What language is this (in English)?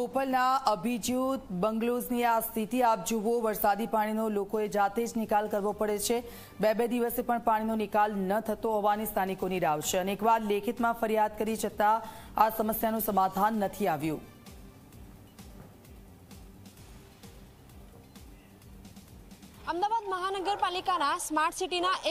Gujarati